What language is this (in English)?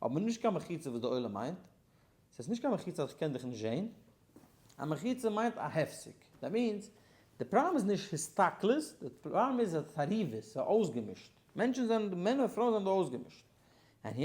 Yiddish